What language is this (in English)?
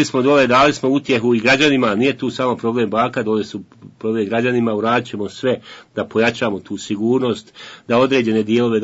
Bosnian